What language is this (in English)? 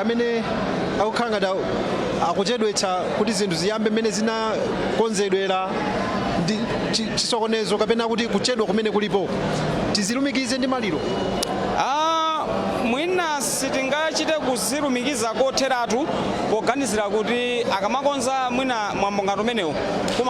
Nyanja